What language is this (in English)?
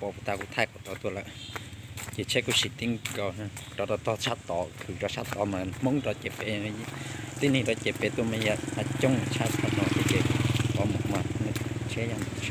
Hmong